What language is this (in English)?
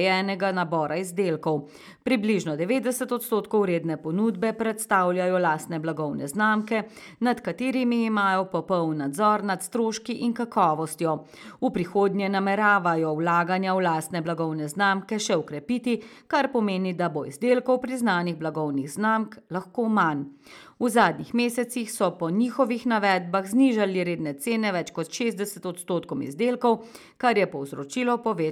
Slovenian